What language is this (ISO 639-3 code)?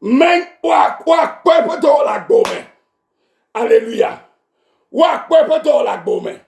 ewe